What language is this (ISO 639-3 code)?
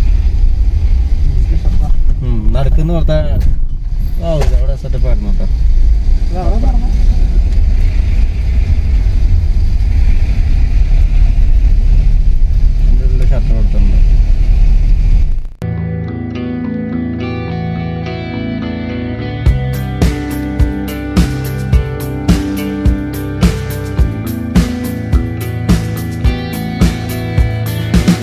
mal